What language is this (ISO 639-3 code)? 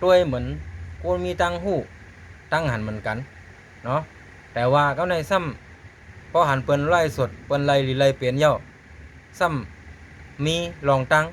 shn